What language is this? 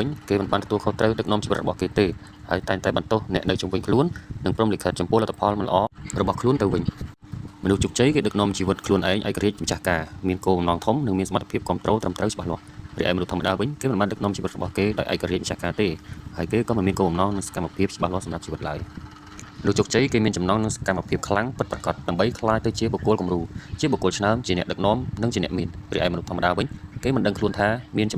Khmer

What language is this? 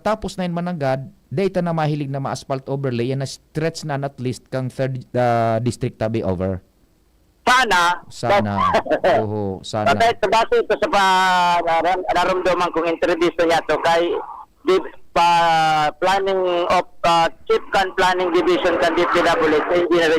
Bikol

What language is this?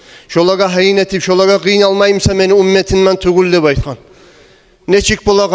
Kumyk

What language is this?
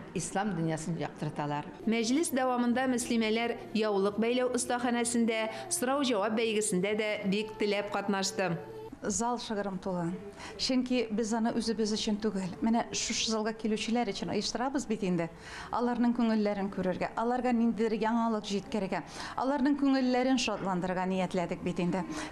Tatar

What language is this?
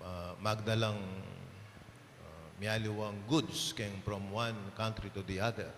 Pampanga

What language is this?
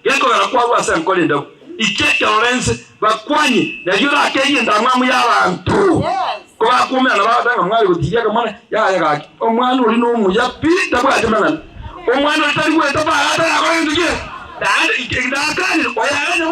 Gusii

